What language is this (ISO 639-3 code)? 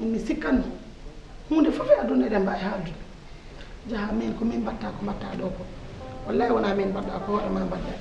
ful